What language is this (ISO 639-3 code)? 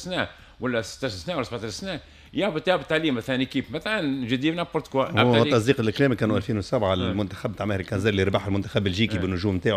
aeb